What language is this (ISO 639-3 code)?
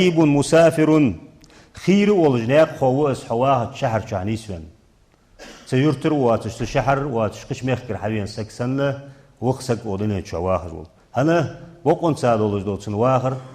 inh